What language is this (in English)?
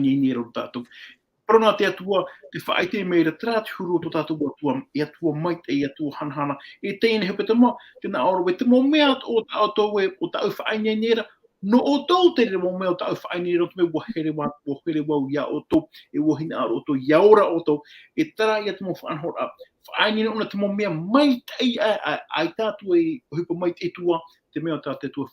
Tahitian